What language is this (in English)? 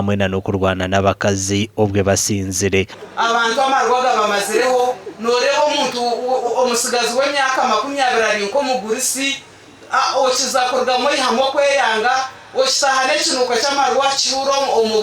Nyankole